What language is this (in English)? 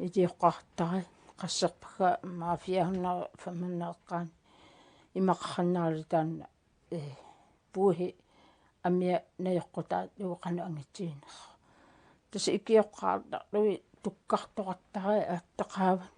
Kalaallisut